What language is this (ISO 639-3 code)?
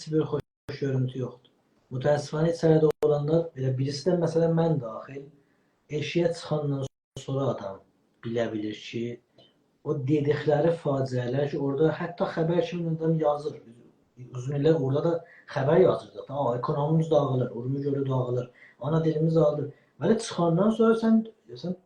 azb